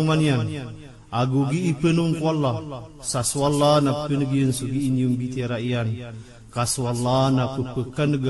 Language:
Maranao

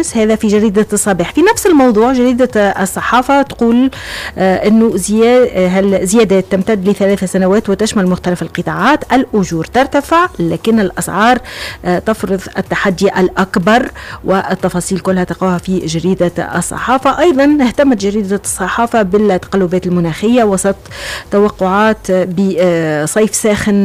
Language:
Tunisian Arabic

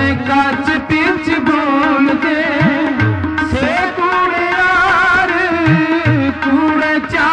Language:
Hindi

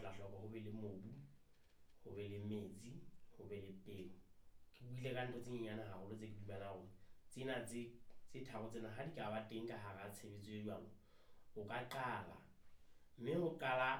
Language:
Southern Sotho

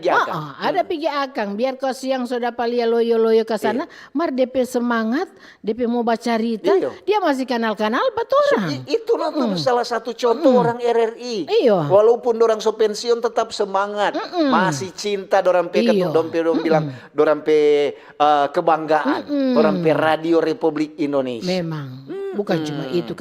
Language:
Manado Malay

